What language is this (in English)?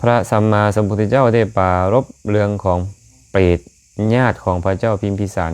Lao